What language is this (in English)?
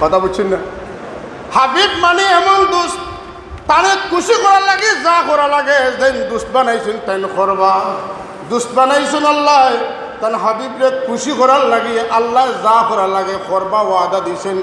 Sylheti